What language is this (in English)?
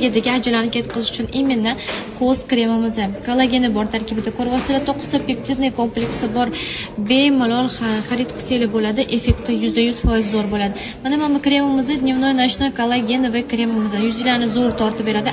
Uzbek